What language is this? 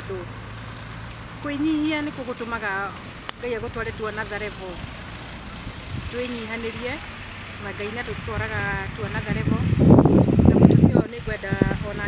Kikuyu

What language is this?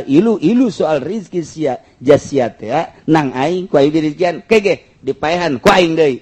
Sundanese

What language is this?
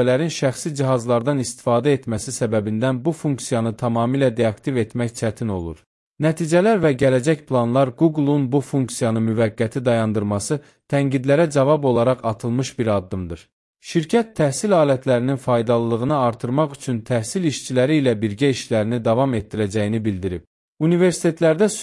Azerbaijani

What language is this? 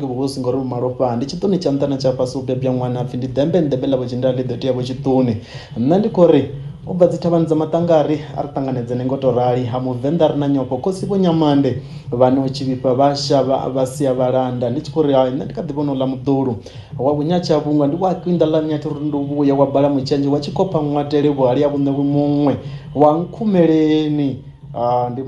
Venda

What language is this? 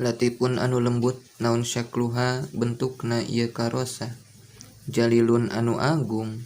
Sundanese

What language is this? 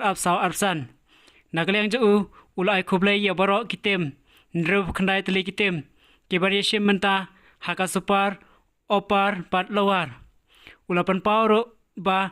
Khasi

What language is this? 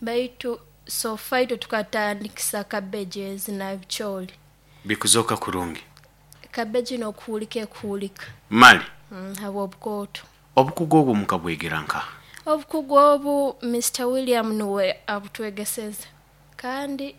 Nyoro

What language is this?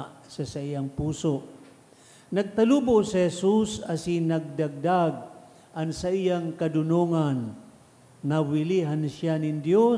Bikol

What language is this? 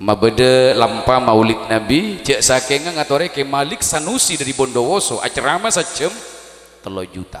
Madurese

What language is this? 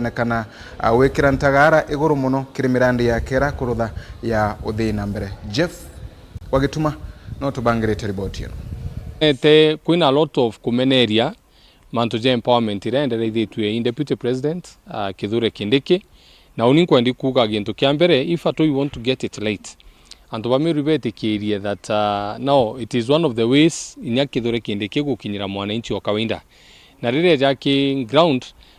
Meru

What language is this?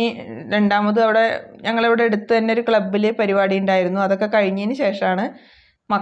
Malayalam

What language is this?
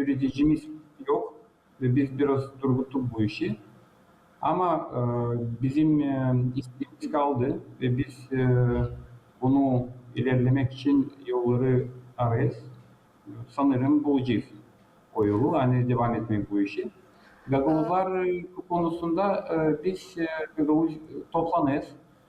Gagauz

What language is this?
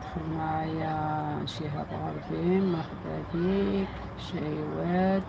Algerian Arabic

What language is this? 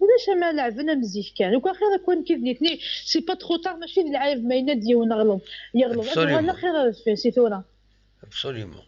Kabyle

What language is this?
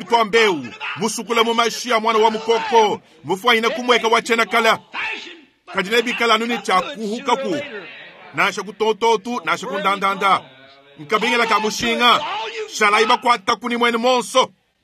Luba-Lulua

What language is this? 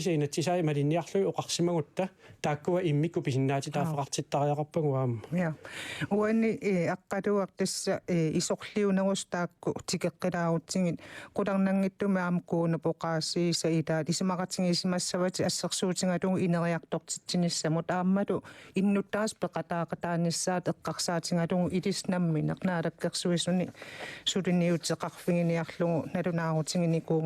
Kalaallisut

